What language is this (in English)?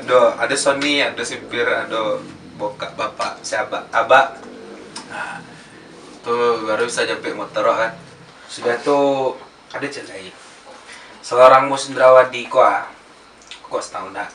Minangkabau